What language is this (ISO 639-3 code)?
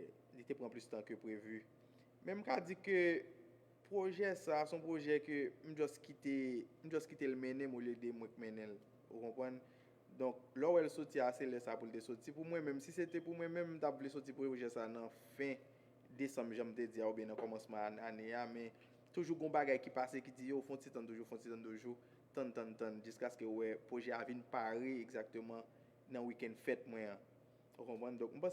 hat